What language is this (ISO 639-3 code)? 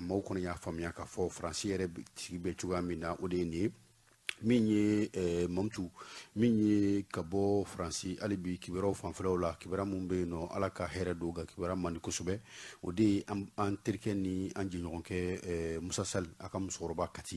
bam